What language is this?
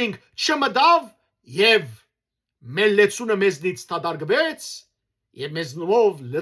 Western Armenian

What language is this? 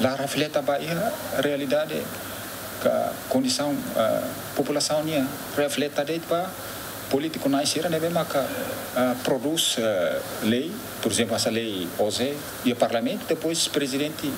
Tetum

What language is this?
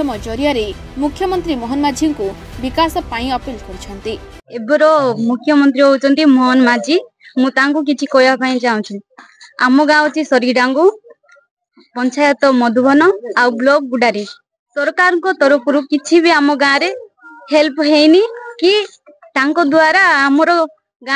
Odia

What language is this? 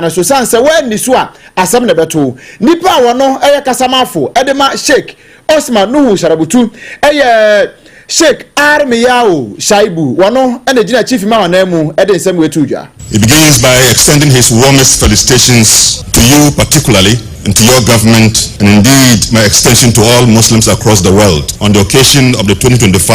Akan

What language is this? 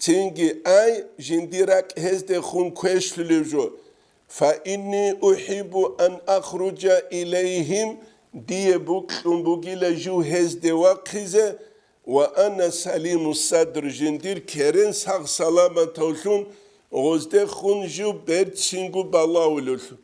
Avaric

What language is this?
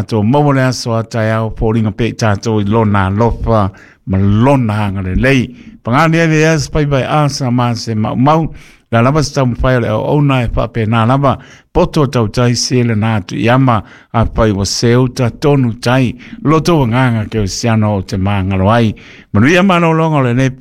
Samoan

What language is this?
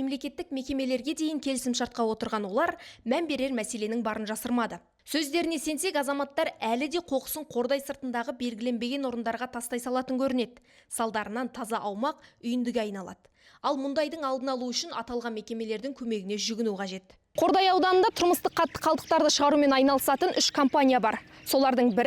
Kazakh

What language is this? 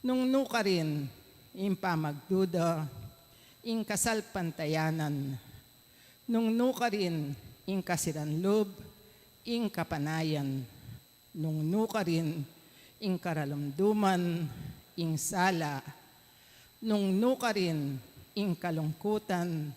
Pampanga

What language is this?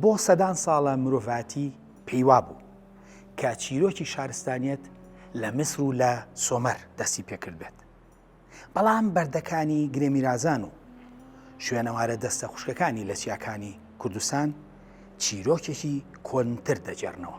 Central Kurdish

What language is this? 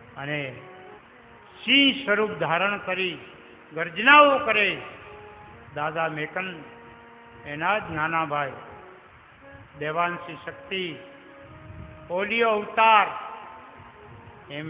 Gujarati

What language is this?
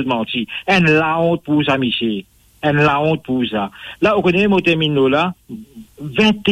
Morisyen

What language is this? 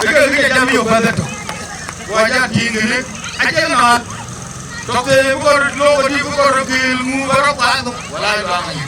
Dinka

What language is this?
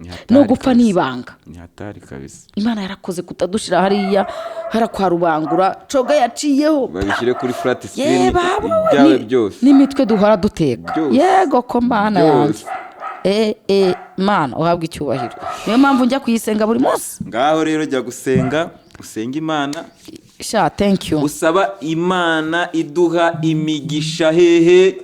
Kinyarwanda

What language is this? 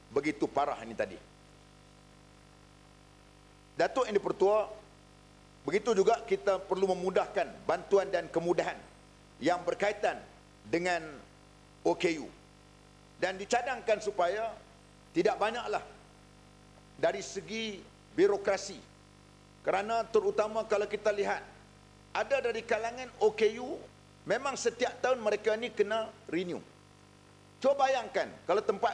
Malay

